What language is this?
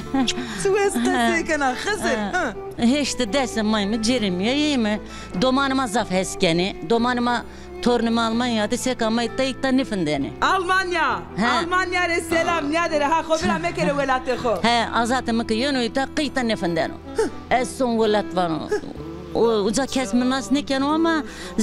Zaza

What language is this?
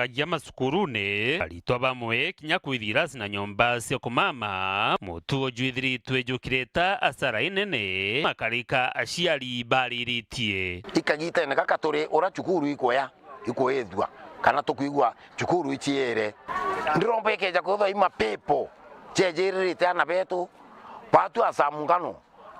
Meru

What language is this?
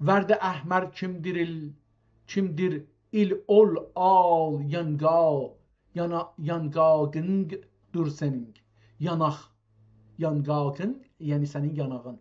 South Azerbaijani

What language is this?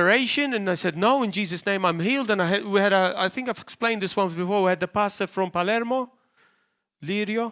English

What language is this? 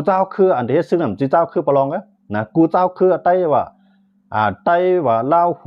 Shan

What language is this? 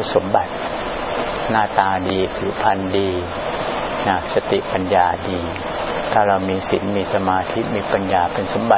Thai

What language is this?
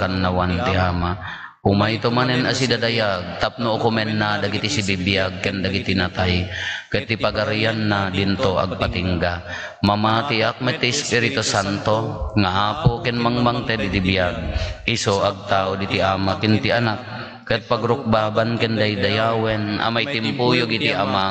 Iloko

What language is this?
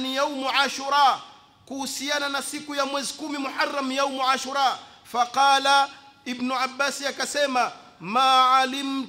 Swahili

